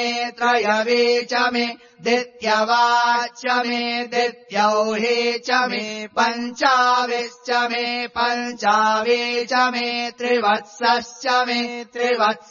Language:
Sanskrit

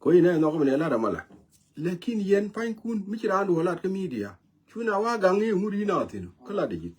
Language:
Nuer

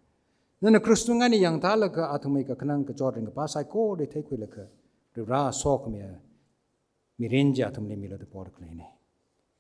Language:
Tangkhul Naga (India)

